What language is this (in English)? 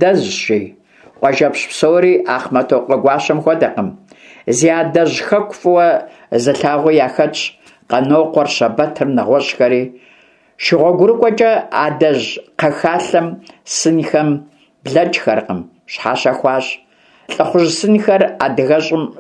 Kabardian